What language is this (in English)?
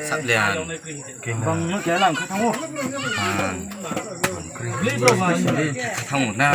Riang (India)